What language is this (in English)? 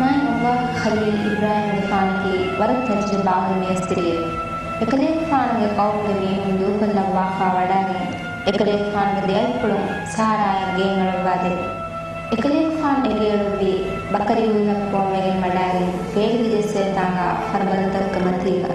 Divehi